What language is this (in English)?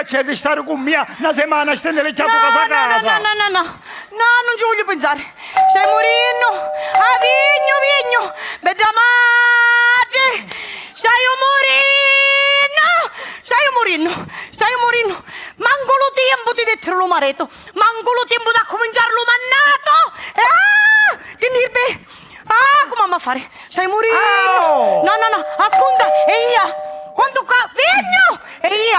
Sicilian